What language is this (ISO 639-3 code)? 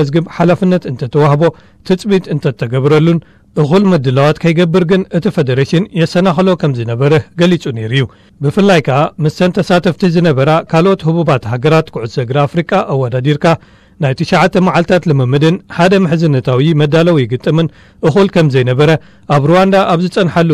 tir